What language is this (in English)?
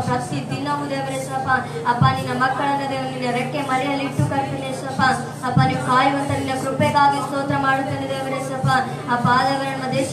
Kannada